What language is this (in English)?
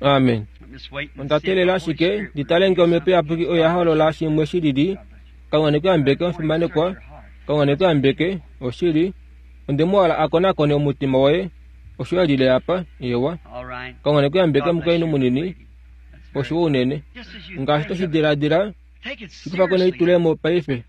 Kuanyama